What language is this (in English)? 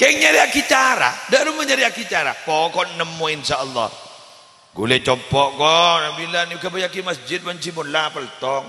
Madurese